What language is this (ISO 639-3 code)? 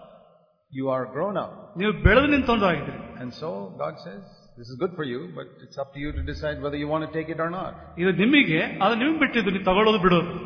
kan